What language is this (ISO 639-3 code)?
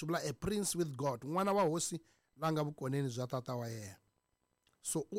tso